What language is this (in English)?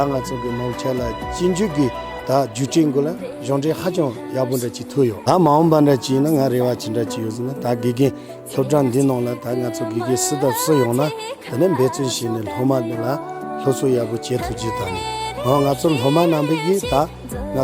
Tibetan